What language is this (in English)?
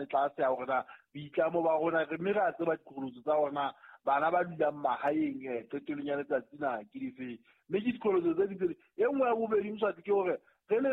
Southern Sotho